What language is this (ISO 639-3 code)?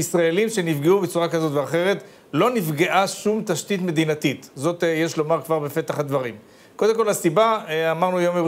heb